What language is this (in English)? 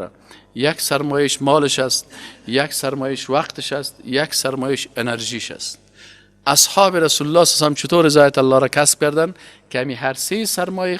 Persian